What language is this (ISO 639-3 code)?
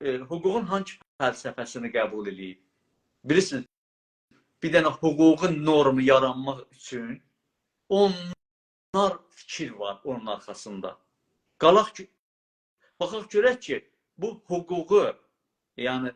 azb